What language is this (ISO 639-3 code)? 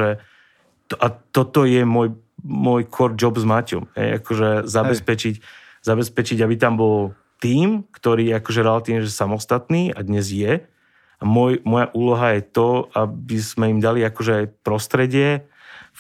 slk